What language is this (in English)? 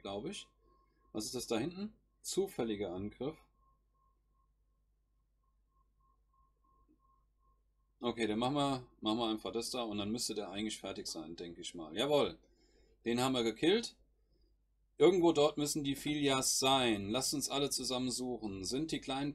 German